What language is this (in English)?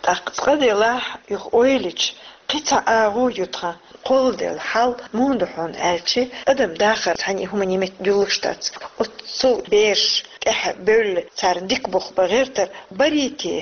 Chechen